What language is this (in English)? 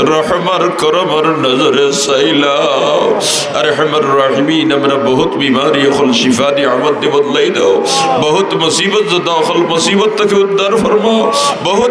Sylheti